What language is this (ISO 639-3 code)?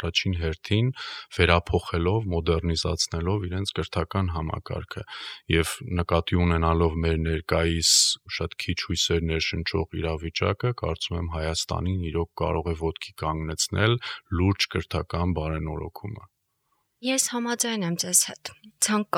hye